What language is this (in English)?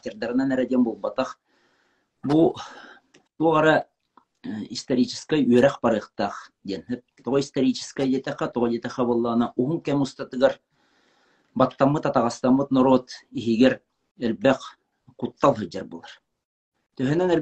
Yakut